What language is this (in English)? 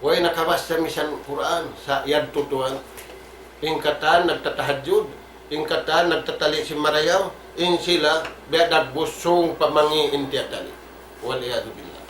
Tausug